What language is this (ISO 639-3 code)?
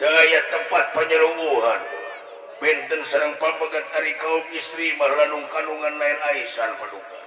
sun